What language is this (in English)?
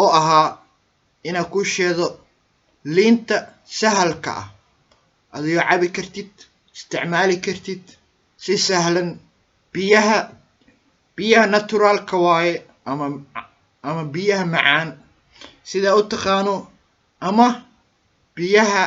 Somali